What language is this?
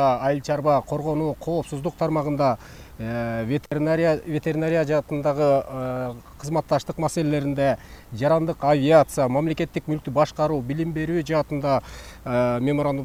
Kyrgyz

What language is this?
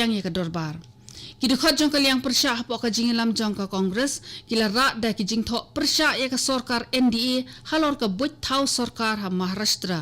Khasi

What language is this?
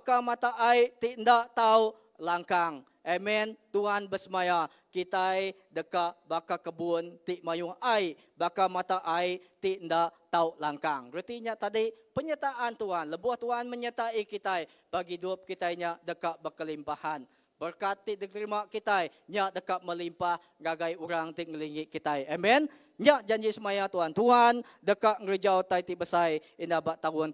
Iban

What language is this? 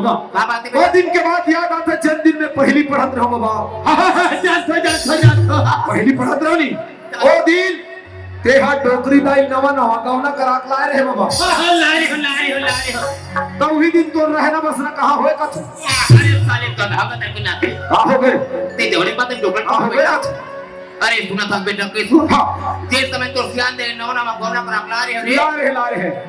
Chhattisgarhi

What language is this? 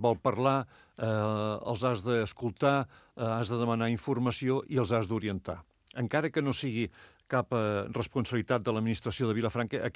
Catalan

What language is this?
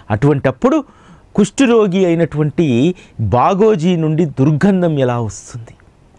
Telugu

